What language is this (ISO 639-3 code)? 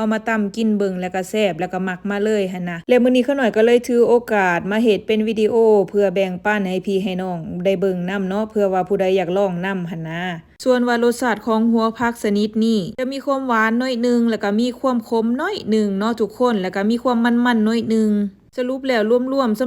lao